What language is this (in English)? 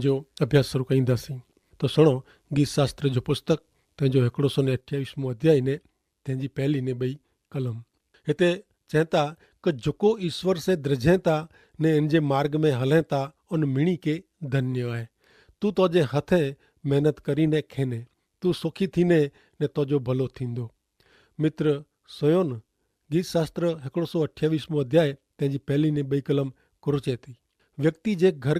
Kachhi